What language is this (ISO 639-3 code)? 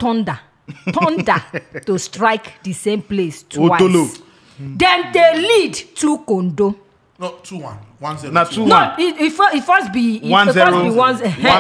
pcm